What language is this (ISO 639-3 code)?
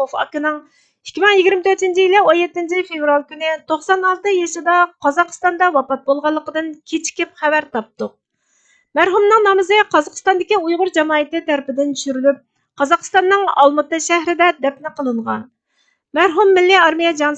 uig